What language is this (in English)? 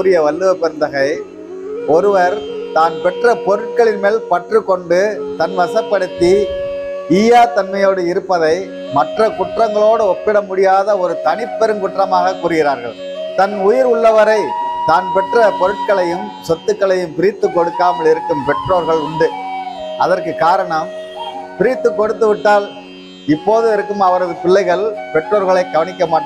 Tamil